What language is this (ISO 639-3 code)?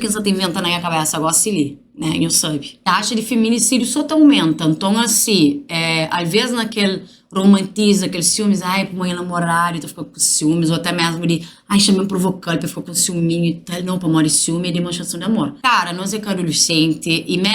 kea